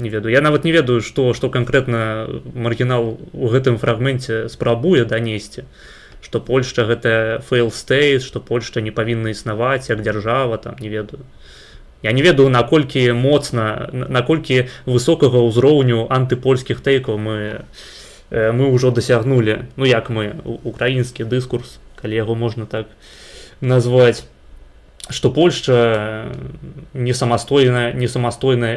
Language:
Belarusian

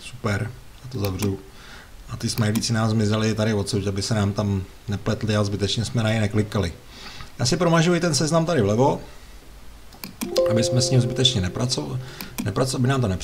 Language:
Czech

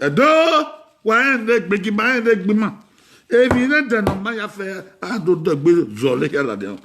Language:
Bini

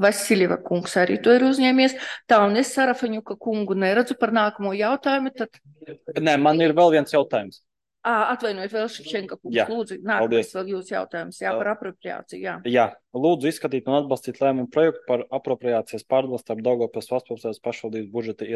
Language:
Latvian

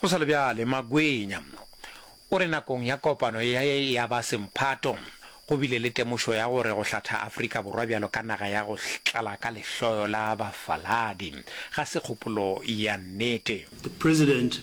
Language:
Northern Sotho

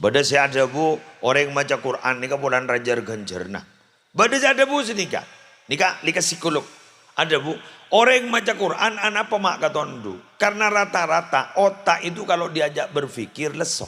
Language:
Madurese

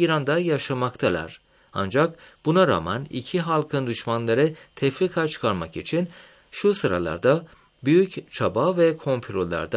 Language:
Turkish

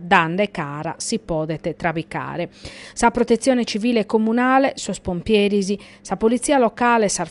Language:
Sardinian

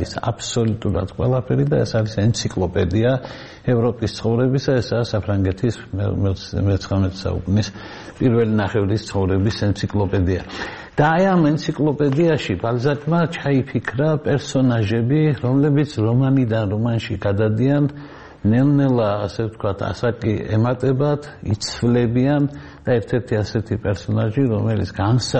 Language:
Georgian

